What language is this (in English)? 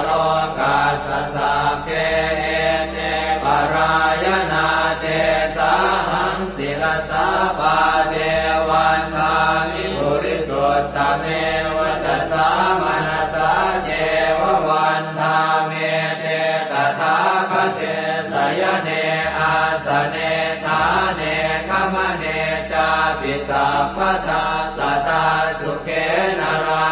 Pali